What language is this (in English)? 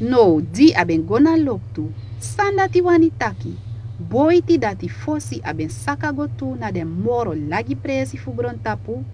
Sranan Tongo